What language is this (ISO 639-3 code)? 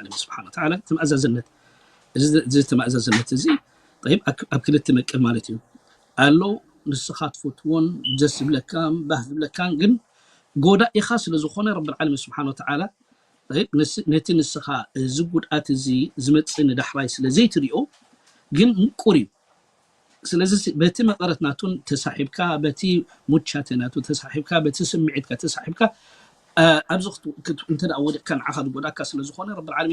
tir